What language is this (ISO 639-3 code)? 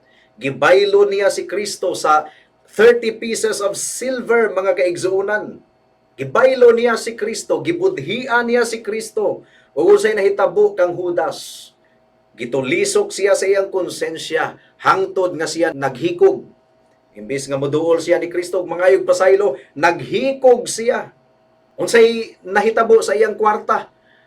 ceb